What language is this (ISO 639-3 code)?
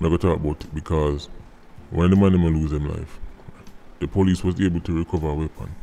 jam